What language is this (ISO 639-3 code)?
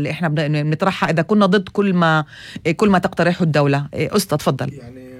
apc